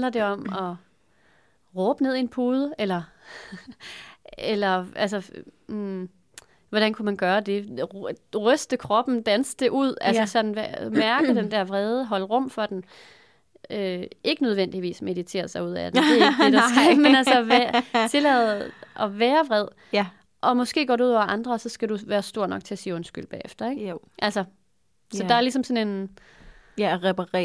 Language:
Danish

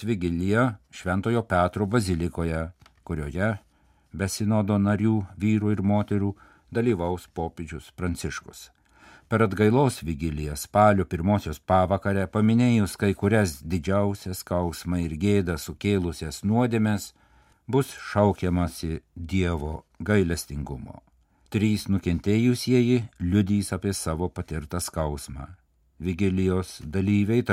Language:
Lithuanian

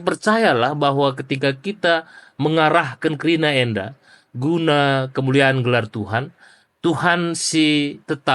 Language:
Batak Karo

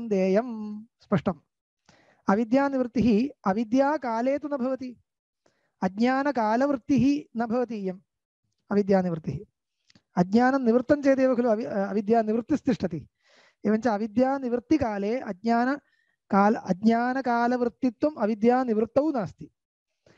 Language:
Sanskrit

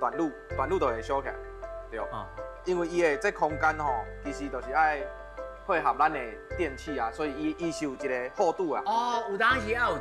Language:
Min Nan Chinese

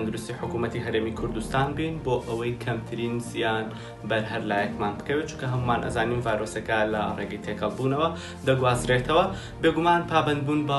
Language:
Central Kurdish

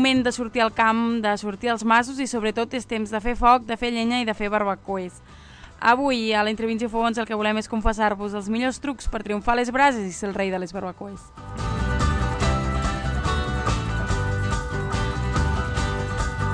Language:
Catalan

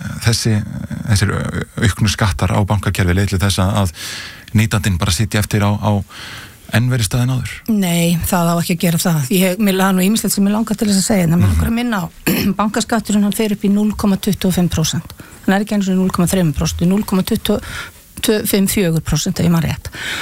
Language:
Icelandic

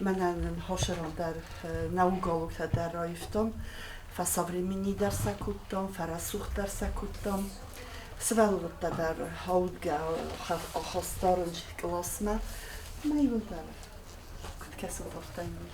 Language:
Ossetic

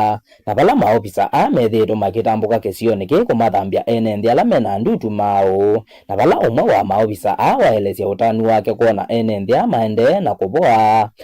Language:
Kamba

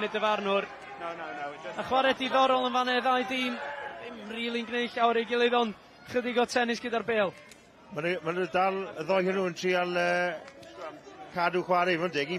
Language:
Welsh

